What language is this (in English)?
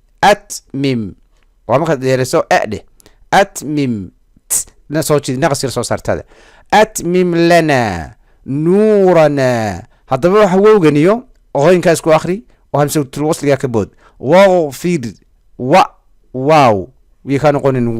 Somali